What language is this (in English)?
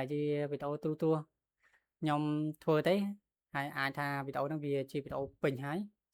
Khmer